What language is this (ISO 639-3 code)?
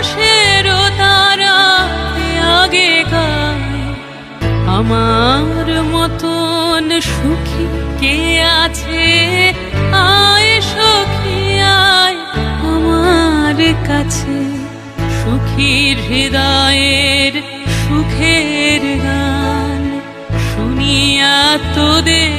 ben